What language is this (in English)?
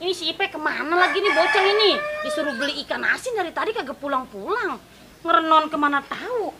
Betawi